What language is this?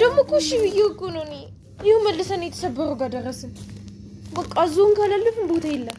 Amharic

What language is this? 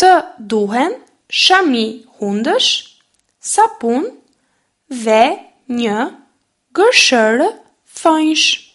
Albanian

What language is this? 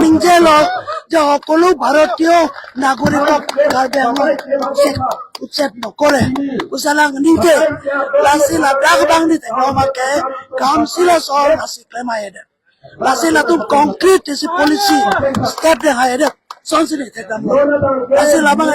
Karbi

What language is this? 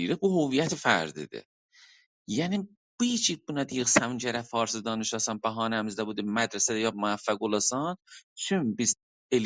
South Azerbaijani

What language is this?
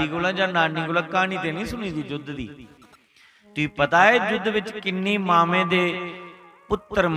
Dogri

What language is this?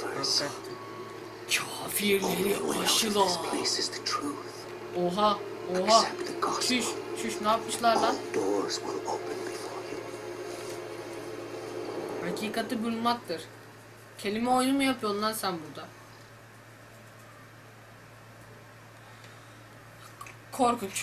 Turkish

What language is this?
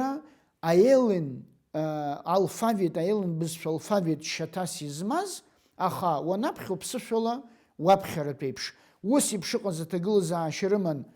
Abkhazian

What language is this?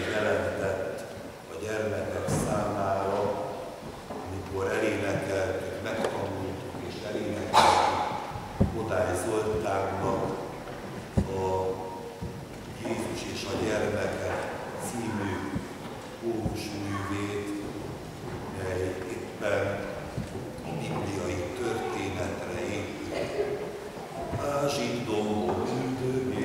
Hungarian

